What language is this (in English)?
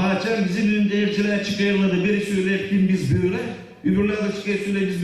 Gagauz